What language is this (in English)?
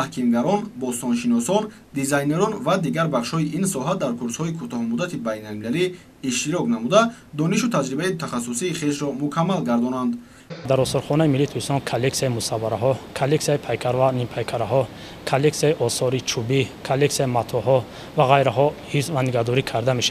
Tajik